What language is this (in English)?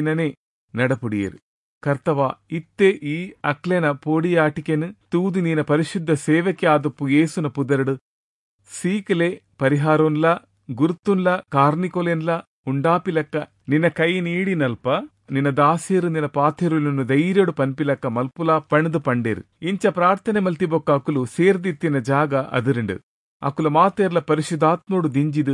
Tulu